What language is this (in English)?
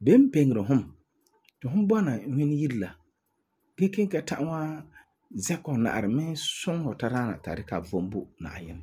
Frafra